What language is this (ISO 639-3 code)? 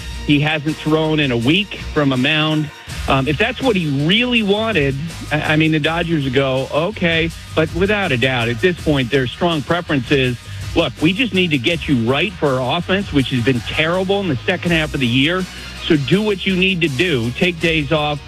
eng